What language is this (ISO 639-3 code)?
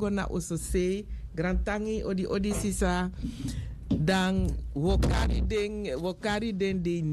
srn